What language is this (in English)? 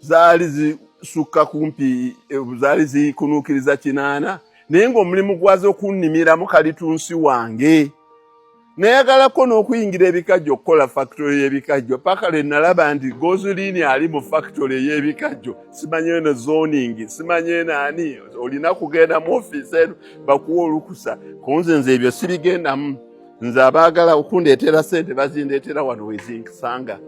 Ganda